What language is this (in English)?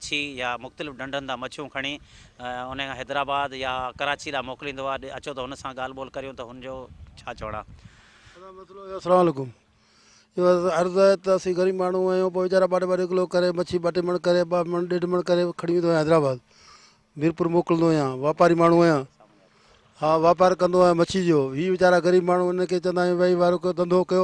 Sindhi